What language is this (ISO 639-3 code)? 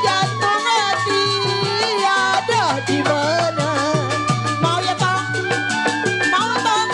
bew